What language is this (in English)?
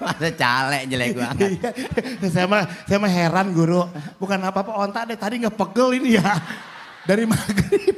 Betawi